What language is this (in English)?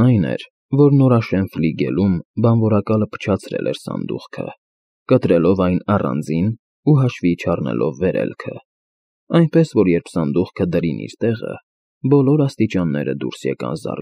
Armenian